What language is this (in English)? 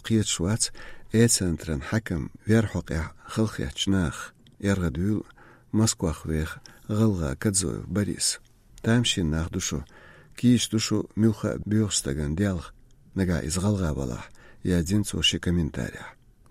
Chechen